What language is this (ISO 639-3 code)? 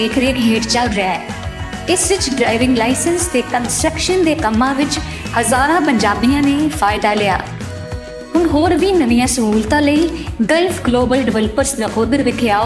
pan